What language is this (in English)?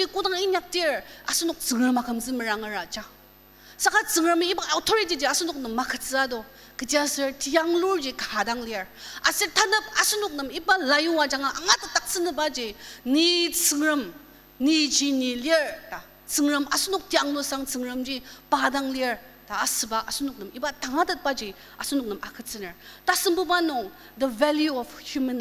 Ao Naga